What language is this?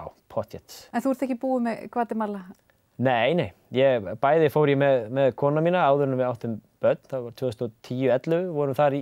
Icelandic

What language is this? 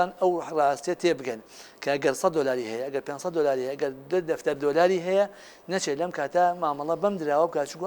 Central Kurdish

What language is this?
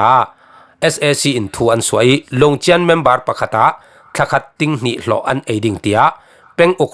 Falam Chin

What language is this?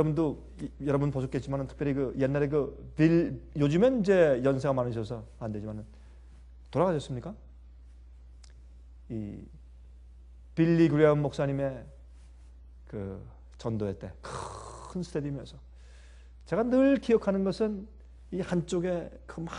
Korean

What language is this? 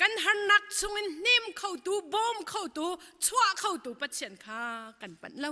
Hakha Chin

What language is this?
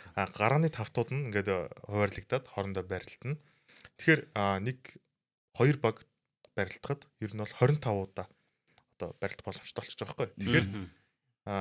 Mongolian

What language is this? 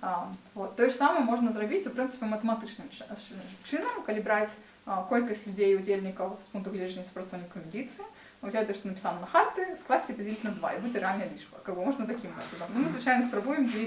Belarusian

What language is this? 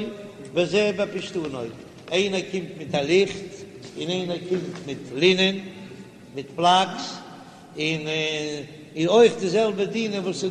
Yiddish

